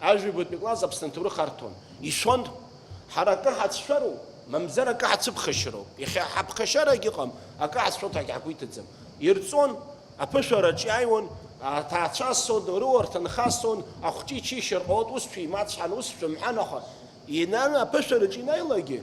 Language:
Abkhazian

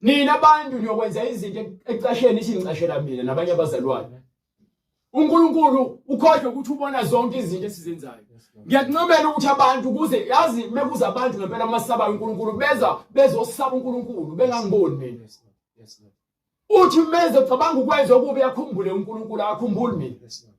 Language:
Zulu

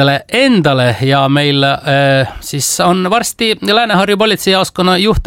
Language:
Estonian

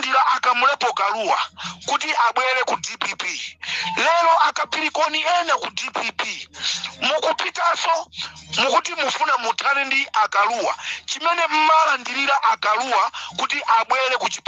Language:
Nyanja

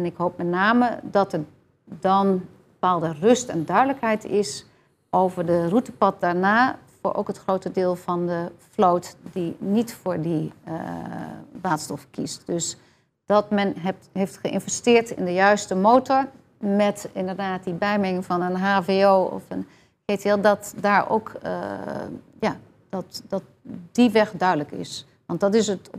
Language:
Dutch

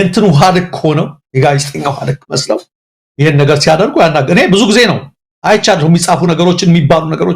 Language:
Amharic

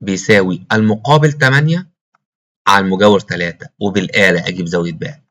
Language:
Egyptian Arabic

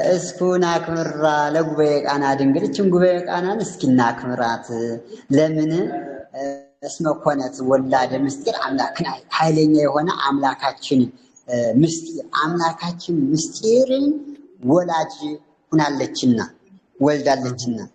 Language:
Amharic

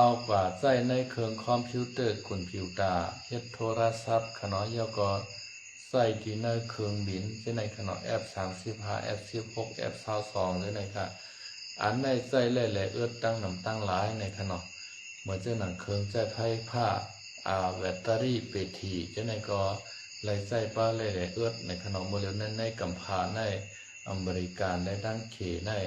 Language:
Shan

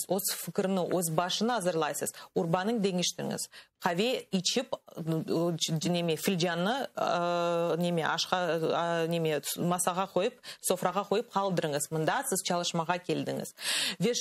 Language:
Crimean Tatar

